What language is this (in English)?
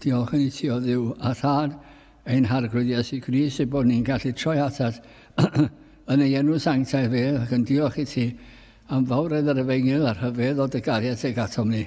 Welsh